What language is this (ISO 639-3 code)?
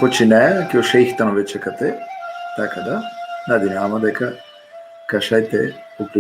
rmn